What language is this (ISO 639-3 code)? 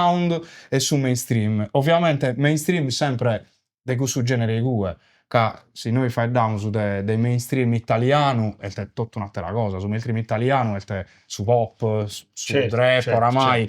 srd